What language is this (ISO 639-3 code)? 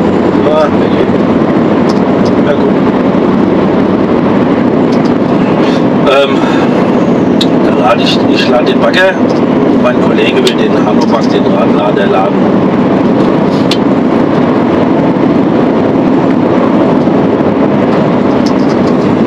deu